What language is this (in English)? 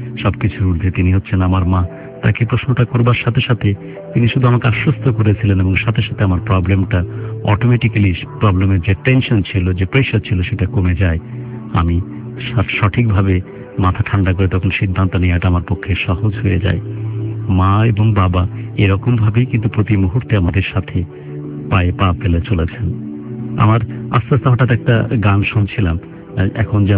Bangla